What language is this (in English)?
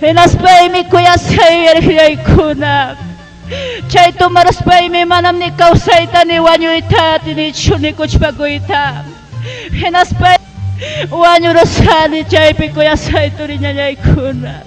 Ayacucho Quechua